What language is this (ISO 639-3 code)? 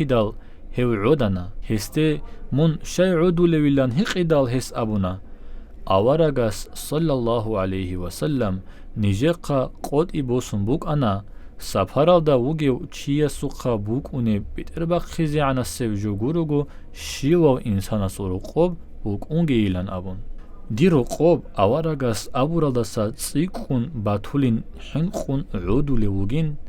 ava